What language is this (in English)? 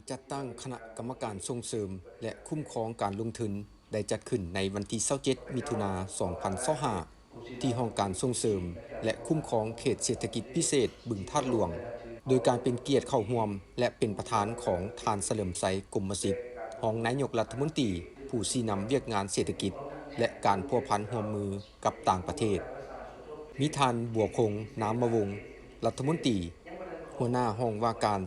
Lao